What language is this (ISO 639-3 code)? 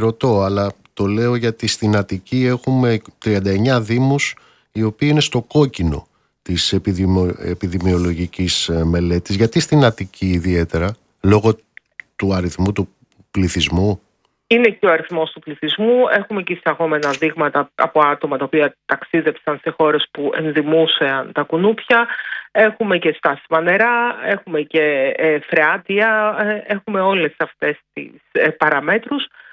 ell